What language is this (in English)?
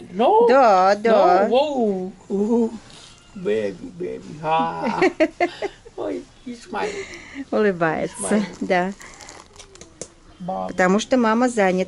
Russian